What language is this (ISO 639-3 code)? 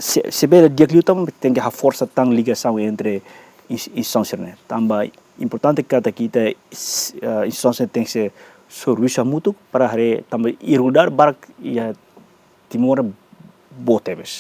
tet